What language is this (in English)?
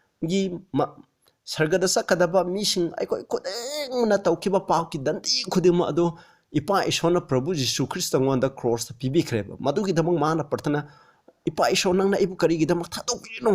Manipuri